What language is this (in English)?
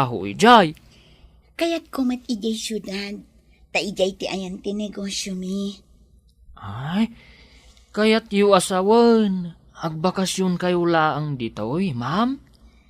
Iloko